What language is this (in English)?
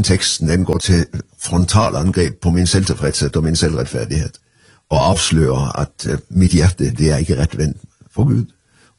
Norwegian